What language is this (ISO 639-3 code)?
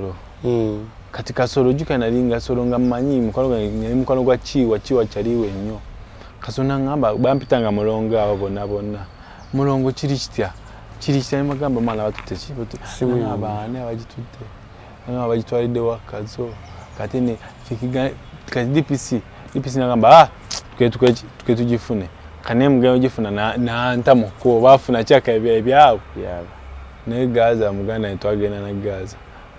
lug